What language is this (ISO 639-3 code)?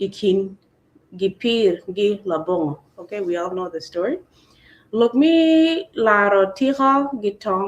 ach